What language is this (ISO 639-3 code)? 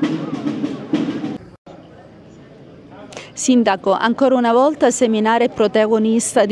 ita